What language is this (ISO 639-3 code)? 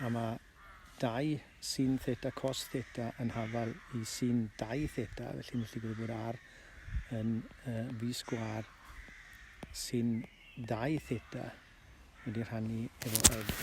cym